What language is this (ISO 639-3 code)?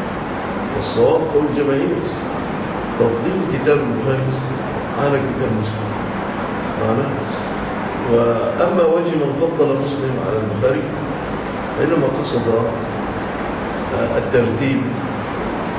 ara